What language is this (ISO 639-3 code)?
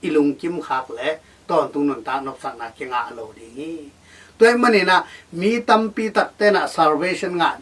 ctd